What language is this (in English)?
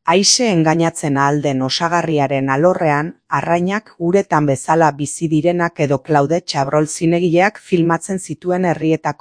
Basque